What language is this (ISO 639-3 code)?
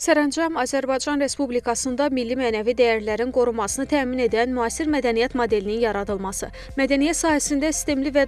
aze